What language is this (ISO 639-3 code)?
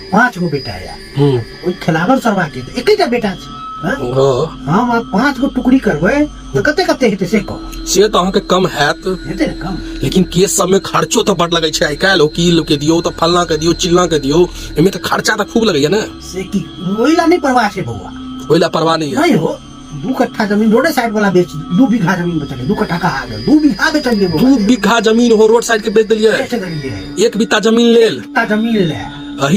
mai